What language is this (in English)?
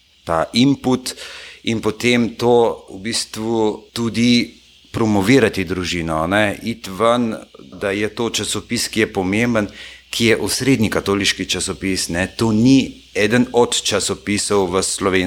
Slovenian